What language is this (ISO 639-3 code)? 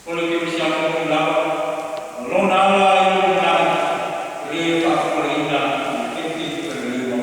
smo